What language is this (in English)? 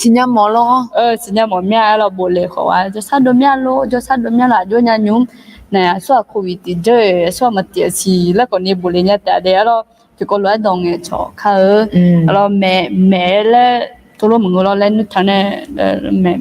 Akha